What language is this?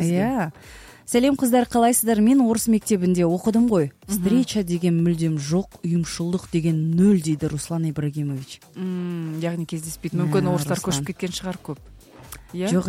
Kazakh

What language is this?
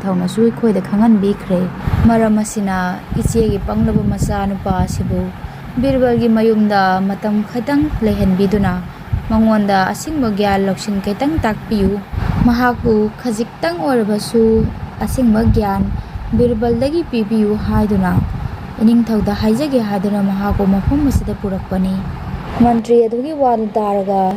Manipuri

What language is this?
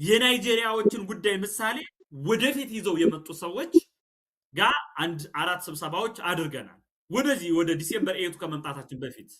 Amharic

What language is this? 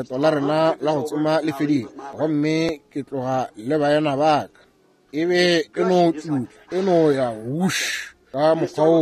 Northern Sotho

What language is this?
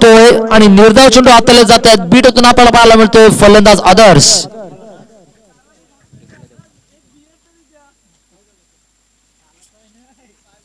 Marathi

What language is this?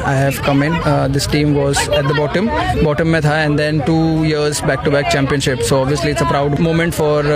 Bangla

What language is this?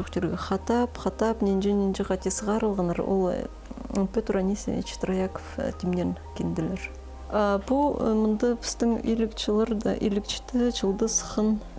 Khakas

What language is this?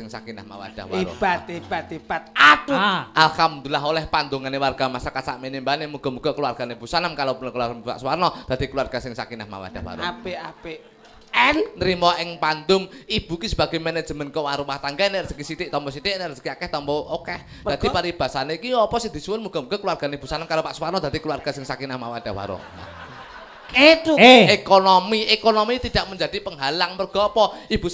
Javanese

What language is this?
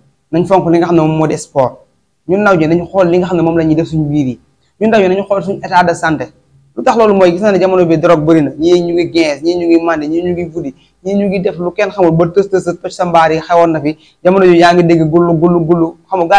Wolof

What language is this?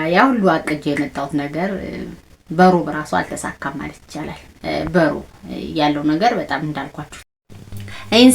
Amharic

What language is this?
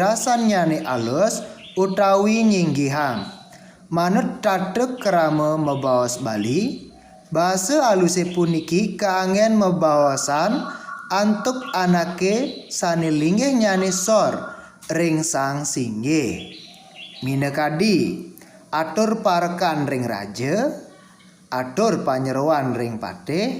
Balinese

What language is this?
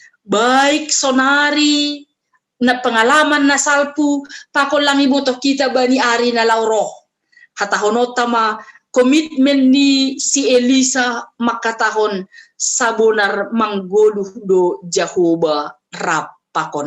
Batak Simalungun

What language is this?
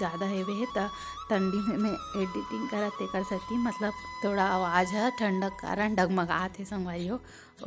Chhattisgarhi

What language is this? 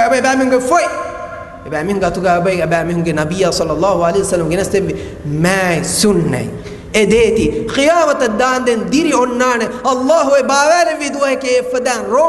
Divehi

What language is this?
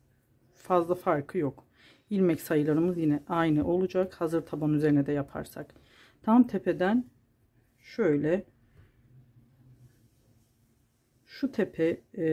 Turkish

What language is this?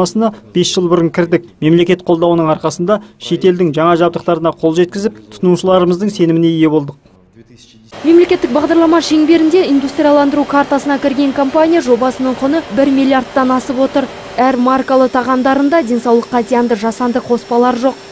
Kazakh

